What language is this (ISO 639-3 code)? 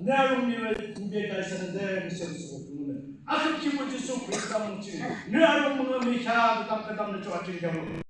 yim